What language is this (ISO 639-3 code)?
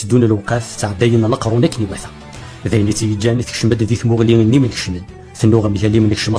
kab